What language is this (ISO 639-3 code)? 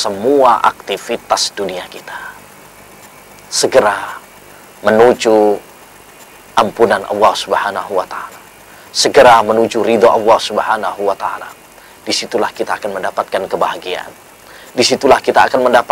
ind